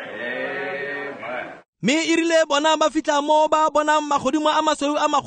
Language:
Tswana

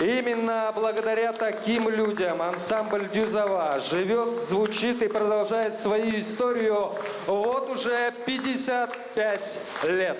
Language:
Gagauz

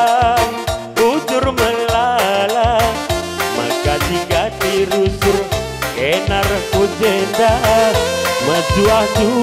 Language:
Batak Karo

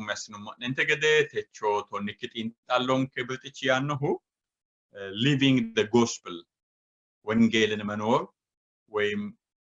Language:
Sidamo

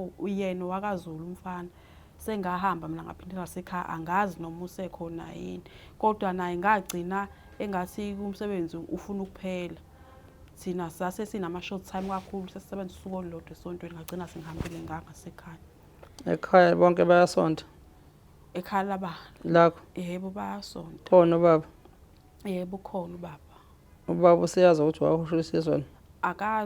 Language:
Zulu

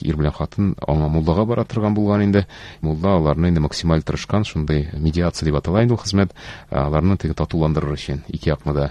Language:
Tatar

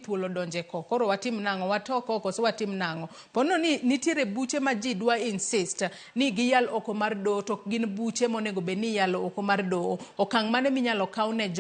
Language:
Luo (Kenya and Tanzania)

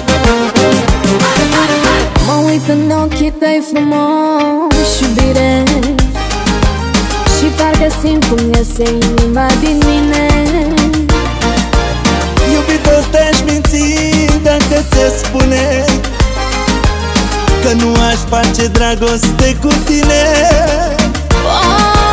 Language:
Romanian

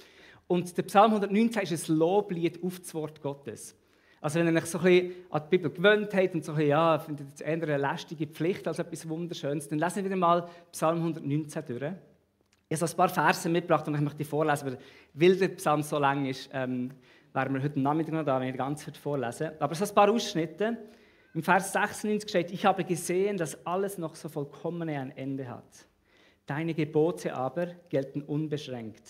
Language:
Swiss German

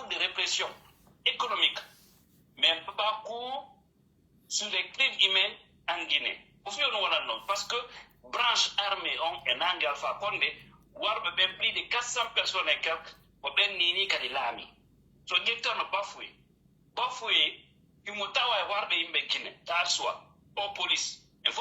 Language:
Pular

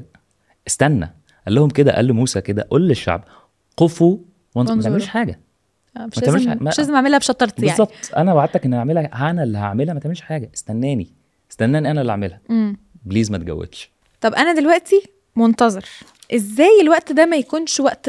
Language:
Egyptian Arabic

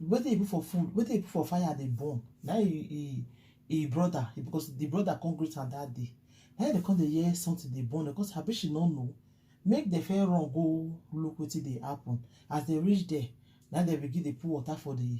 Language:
Nigerian Pidgin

